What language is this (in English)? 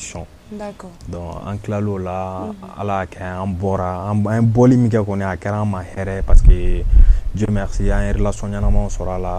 Bambara